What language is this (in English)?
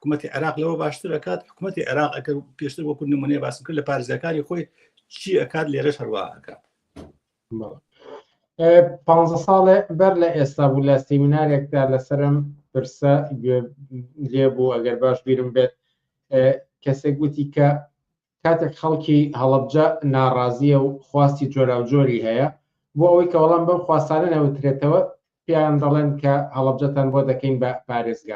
Central Kurdish